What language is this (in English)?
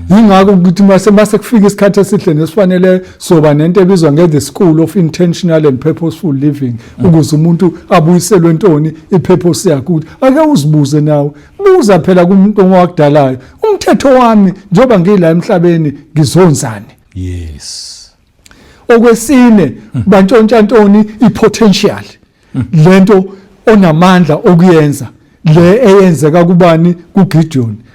Zulu